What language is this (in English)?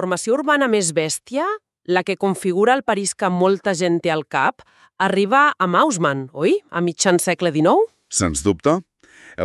Catalan